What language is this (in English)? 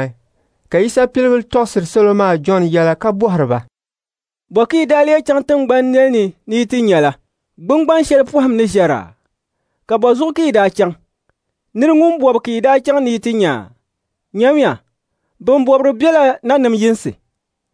Dagbani